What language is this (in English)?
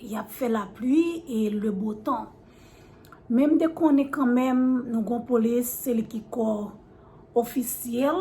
Haitian Creole